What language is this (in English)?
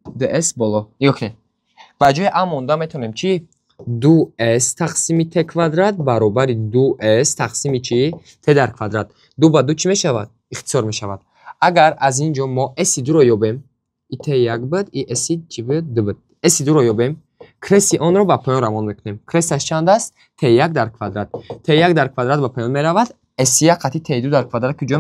Tajik